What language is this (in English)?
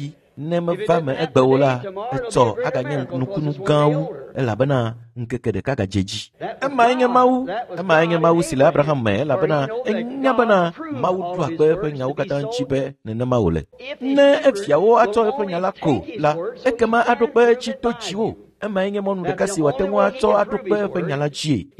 Ewe